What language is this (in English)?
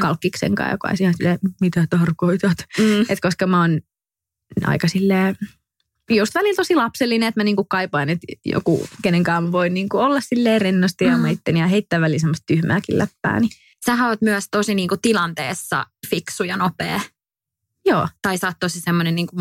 Finnish